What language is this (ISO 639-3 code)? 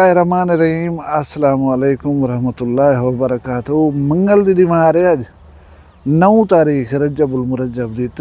skr